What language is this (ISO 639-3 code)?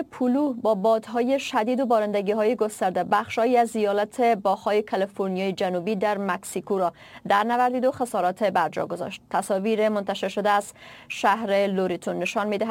fas